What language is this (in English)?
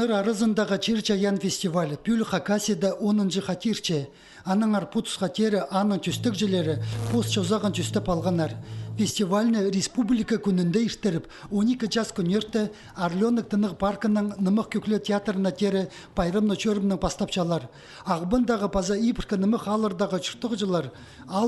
Khakas